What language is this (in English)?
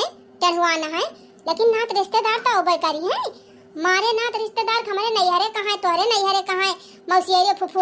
Awadhi